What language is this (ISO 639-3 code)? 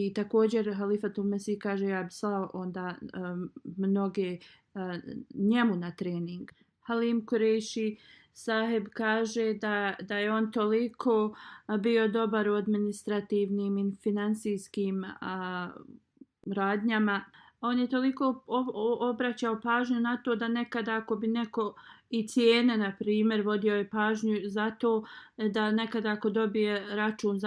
bos